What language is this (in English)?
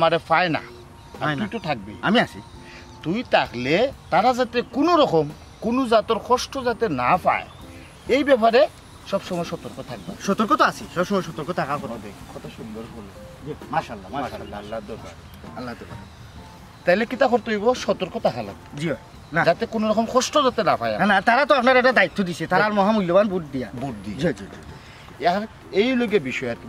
Sylheti